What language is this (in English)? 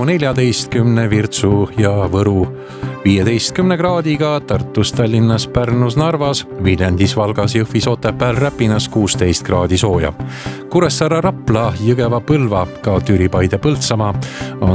Estonian